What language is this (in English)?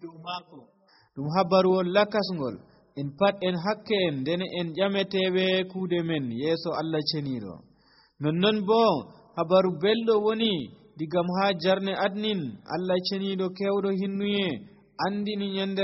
Nigerian Fulfulde